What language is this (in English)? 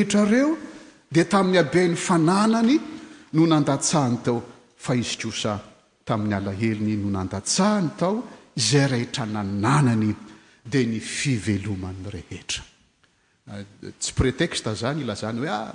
Malagasy